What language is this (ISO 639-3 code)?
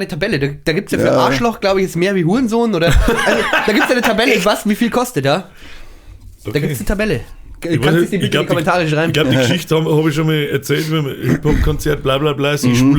bar